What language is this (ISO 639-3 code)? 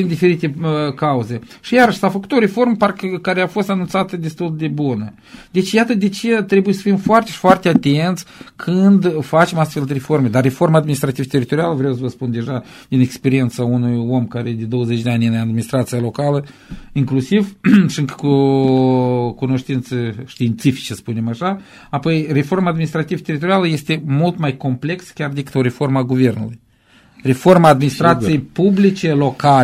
ron